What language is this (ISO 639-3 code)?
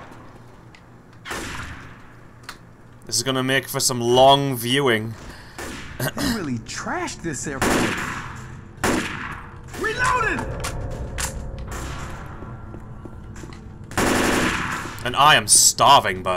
eng